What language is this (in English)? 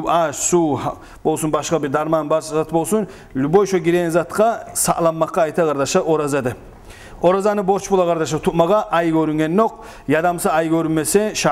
Kumyk